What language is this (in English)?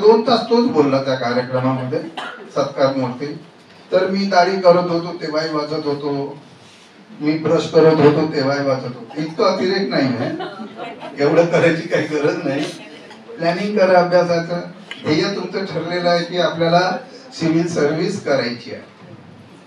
Marathi